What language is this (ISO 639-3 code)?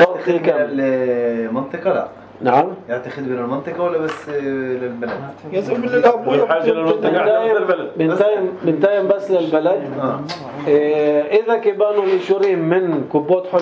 apc